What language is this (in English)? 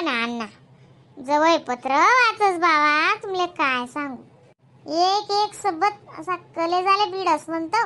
Khandesi